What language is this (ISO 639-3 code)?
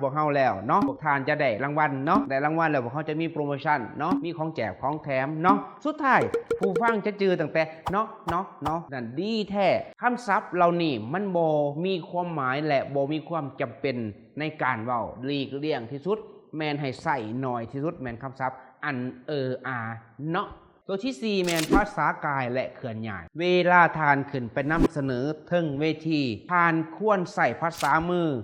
lao